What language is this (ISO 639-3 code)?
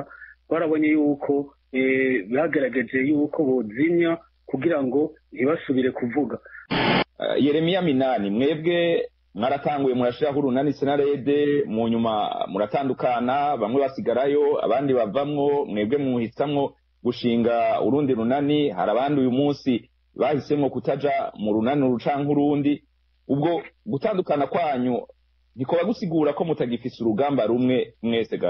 run